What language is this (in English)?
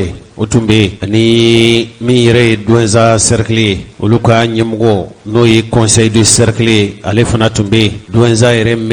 Bambara